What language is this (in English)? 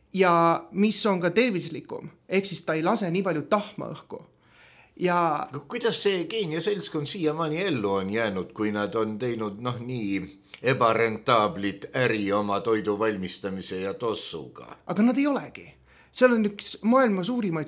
Estonian